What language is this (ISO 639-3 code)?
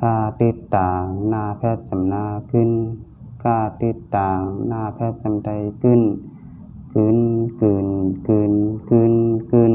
shn